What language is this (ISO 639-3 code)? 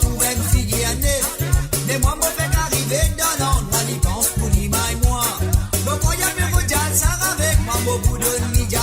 mfe